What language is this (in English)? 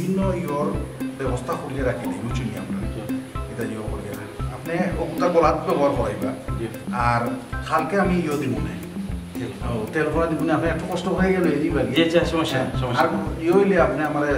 Sylheti